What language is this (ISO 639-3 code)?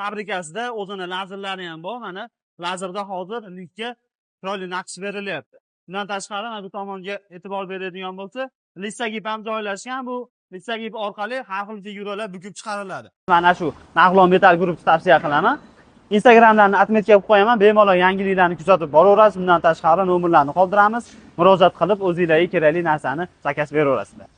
uzb